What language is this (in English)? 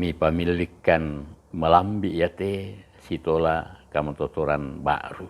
Toraja-Sa'dan